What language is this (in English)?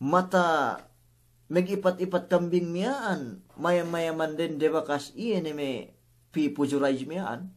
Yakan